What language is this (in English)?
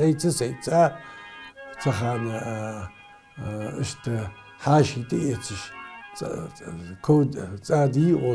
Ingush